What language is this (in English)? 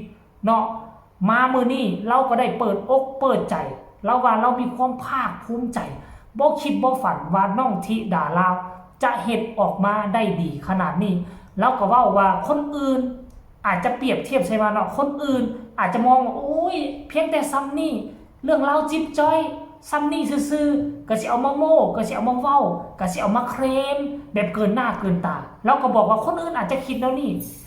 Northeastern Thai